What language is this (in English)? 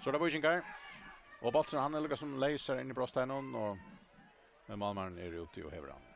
Faroese